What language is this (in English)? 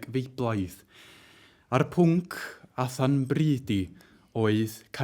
Welsh